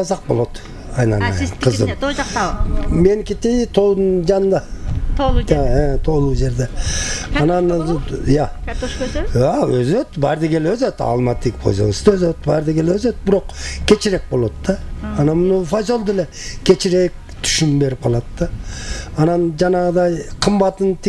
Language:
Kyrgyz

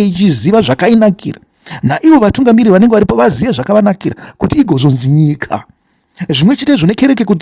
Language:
Shona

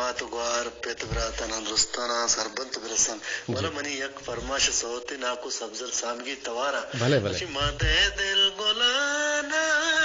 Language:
Eastern Balochi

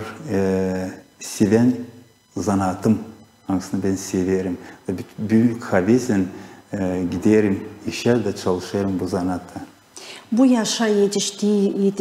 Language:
Gagauz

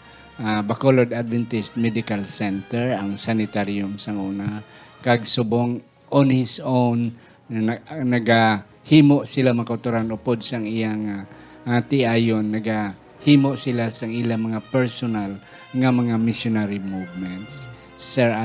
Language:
Hiligaynon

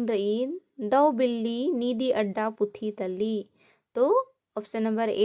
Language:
Kurukh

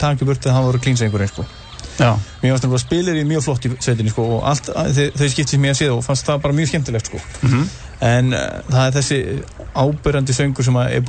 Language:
Icelandic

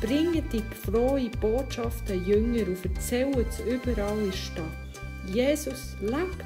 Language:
Swiss German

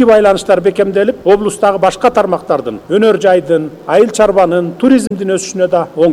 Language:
Kyrgyz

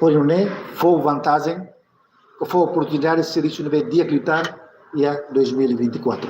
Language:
Tetum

